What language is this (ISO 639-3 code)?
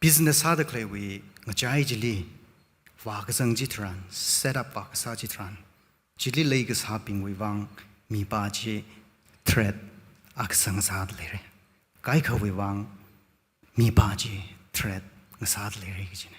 nmf